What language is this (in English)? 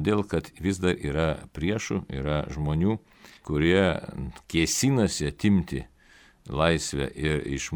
Lithuanian